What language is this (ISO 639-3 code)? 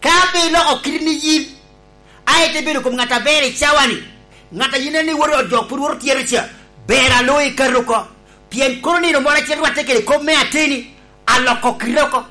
laj